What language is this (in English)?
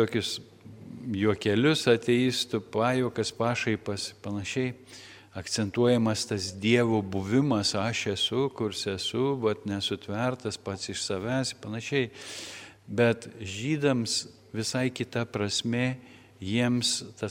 Lithuanian